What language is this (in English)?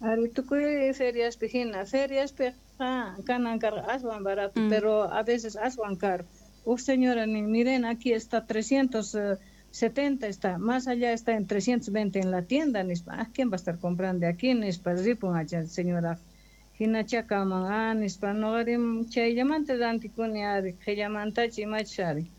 Quechua